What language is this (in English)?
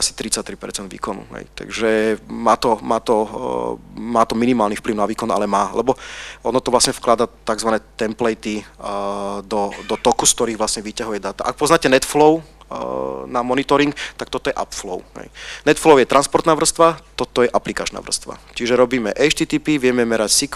Slovak